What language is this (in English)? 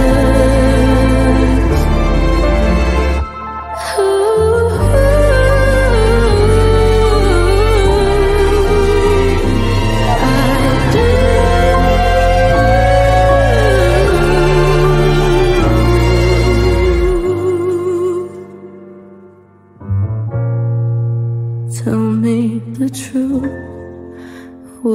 English